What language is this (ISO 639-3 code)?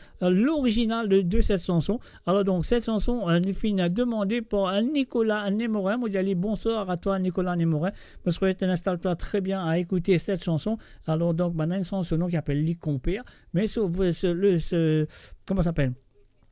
mfe